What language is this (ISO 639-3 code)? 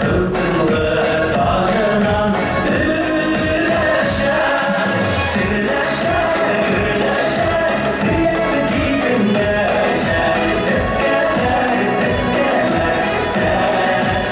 bak